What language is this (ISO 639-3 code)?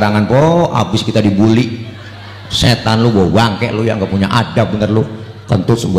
bew